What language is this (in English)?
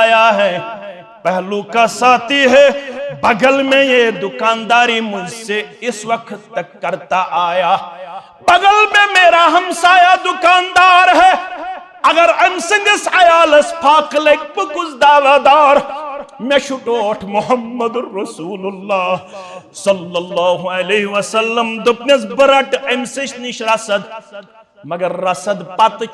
Kashmiri